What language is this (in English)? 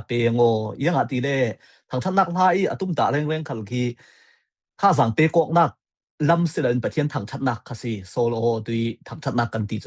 Falam Chin